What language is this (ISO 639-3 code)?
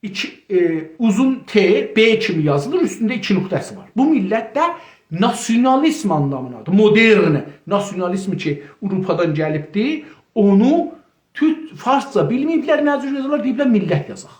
azb